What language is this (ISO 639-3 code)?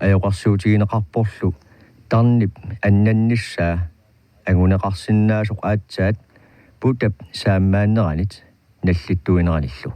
kal